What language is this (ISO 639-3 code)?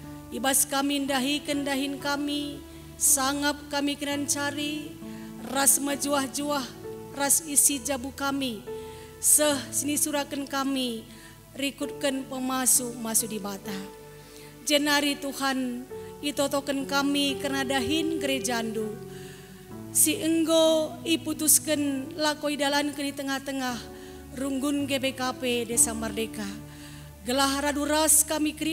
btx